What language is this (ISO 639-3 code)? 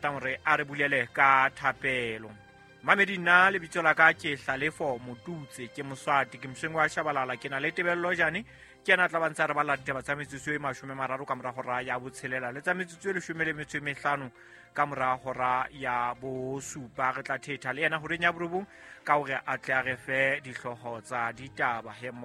sot